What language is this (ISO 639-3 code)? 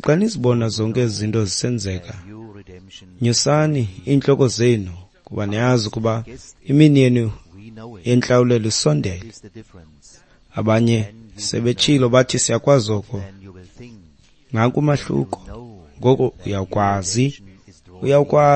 xho